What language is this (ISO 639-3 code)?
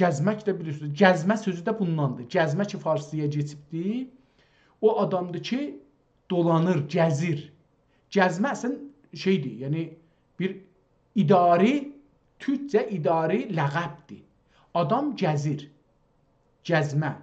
azb